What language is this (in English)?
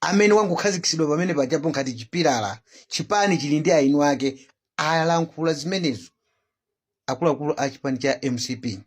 Nyanja